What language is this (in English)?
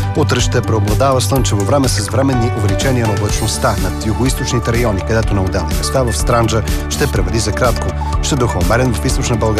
Bulgarian